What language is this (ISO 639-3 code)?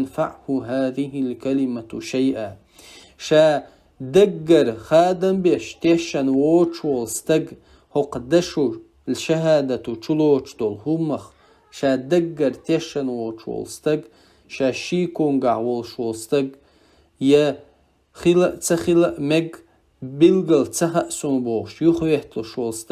che